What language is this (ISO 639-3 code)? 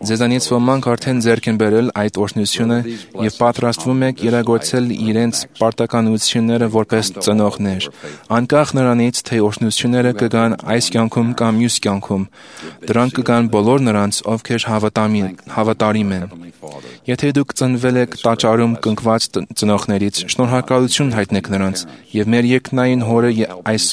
hye